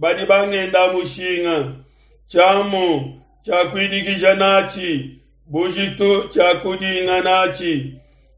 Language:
Luba-Lulua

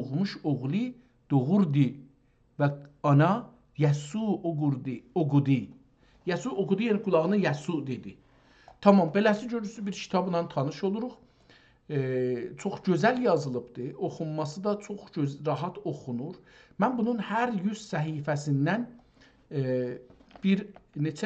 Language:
South Azerbaijani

